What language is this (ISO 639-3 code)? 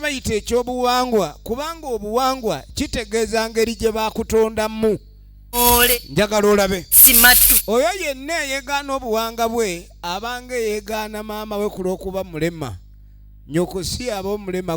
lug